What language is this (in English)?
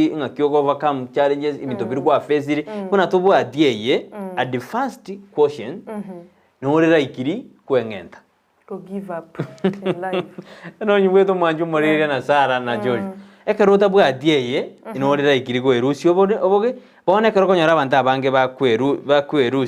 Gusii